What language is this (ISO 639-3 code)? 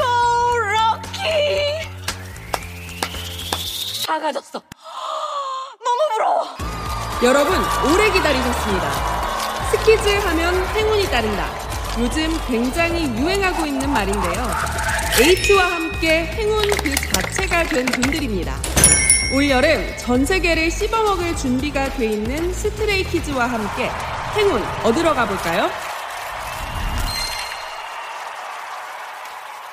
kor